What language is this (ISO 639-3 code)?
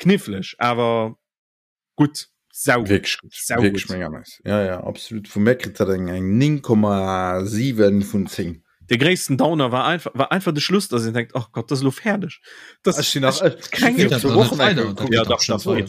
ltz